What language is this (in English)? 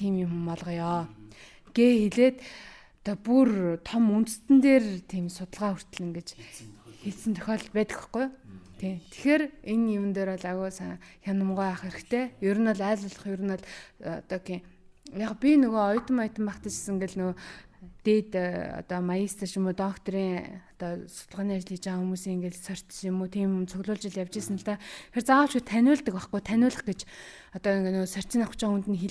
Mongolian